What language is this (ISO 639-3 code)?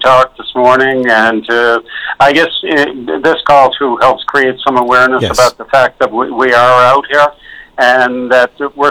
eng